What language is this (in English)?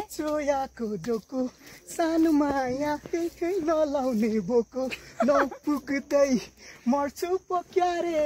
Nepali